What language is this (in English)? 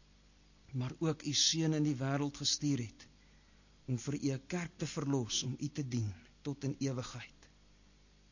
Afrikaans